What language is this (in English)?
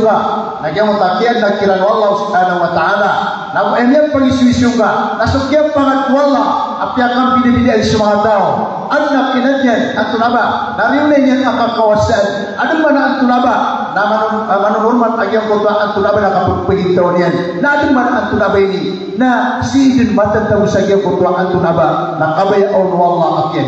Maranao